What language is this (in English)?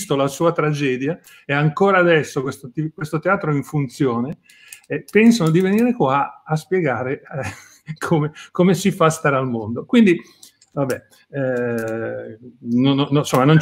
Italian